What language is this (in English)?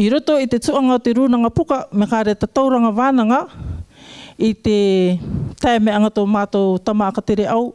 Rarotongan